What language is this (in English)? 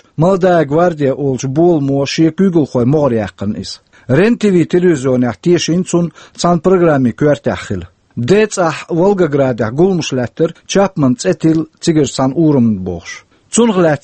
Chechen